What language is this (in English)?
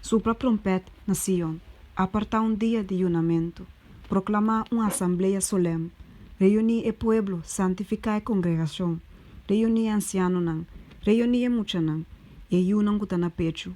Papiamento